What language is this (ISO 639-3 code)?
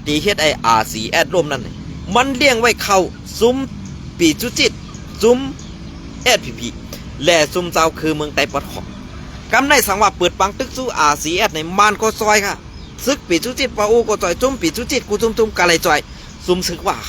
shn